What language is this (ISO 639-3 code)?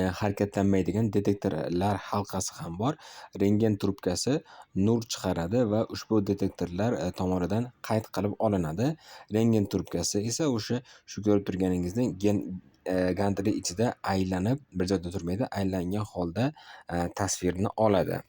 uzb